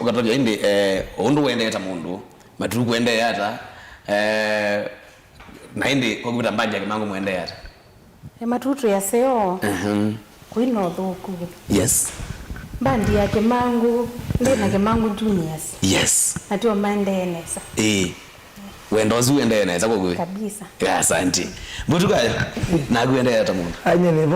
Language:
Kamba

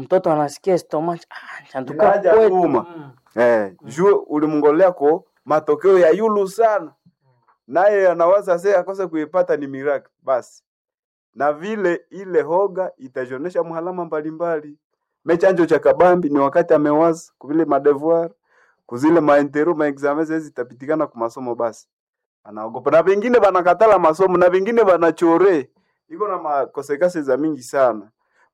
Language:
Swahili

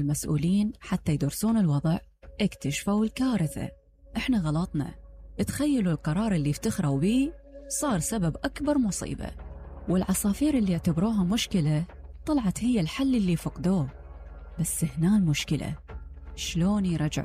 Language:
Mesopotamian Arabic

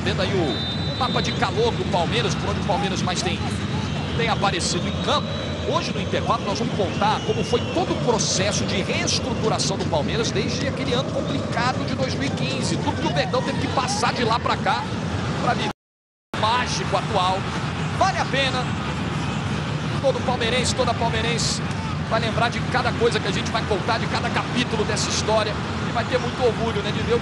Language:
Portuguese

